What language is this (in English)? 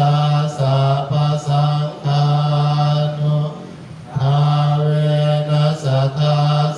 Pali